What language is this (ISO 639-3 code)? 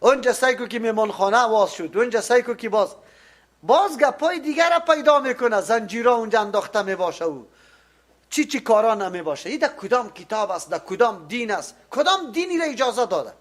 fas